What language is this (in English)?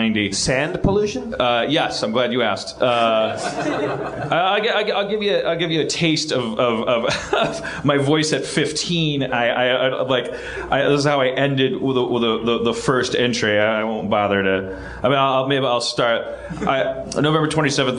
English